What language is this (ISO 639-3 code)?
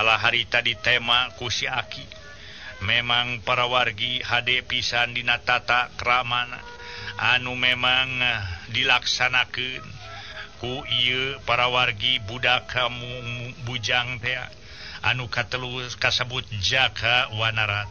sun